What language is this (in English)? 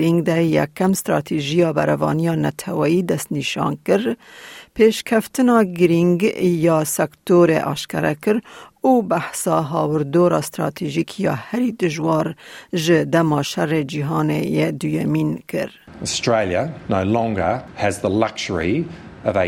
Kurdish